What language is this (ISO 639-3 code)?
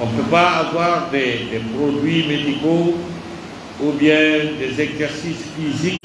fuf